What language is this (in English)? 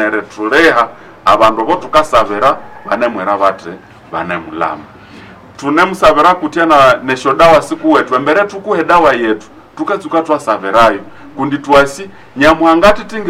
Nande